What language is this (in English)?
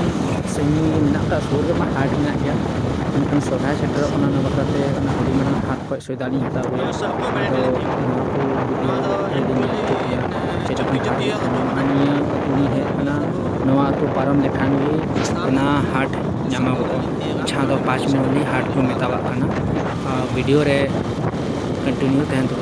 Santali